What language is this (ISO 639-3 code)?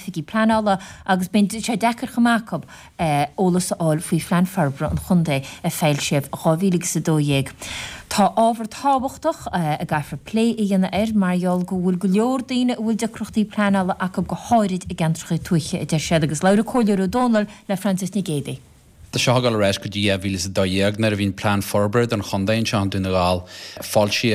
gle